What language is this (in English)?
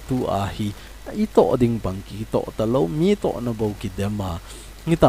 Thado Chin